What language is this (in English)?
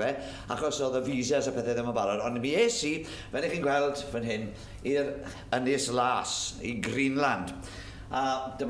Welsh